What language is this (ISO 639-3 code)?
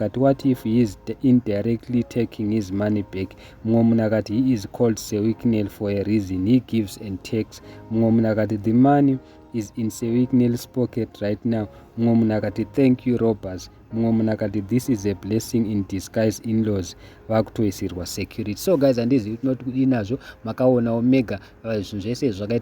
sna